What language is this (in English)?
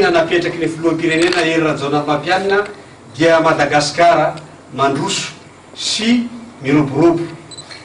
Malagasy